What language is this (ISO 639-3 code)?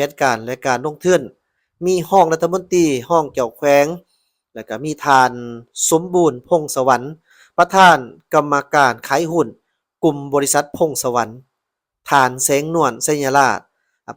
lao